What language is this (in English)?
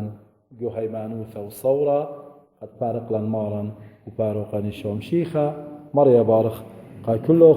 Assyrian Neo-Aramaic